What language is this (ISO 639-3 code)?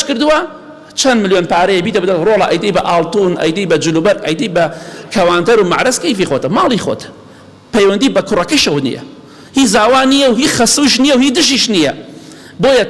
ckb